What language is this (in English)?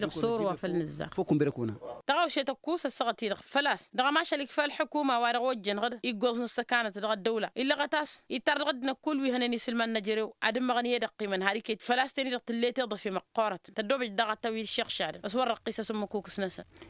Tamasheq